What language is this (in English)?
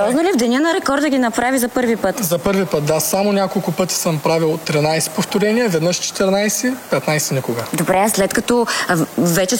Bulgarian